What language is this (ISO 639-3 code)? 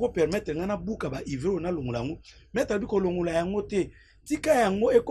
lin